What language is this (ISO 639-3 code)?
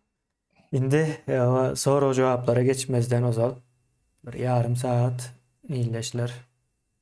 tuk